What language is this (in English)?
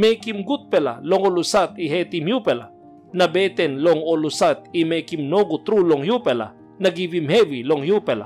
Tok Pisin